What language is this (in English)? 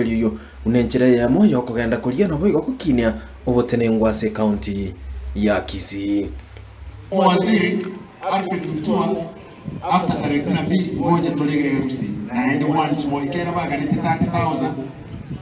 Gusii